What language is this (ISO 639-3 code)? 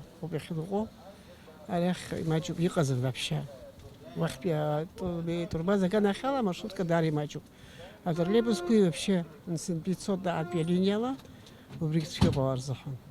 abk